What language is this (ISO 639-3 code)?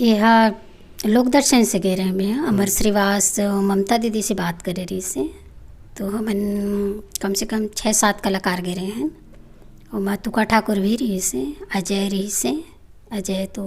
hne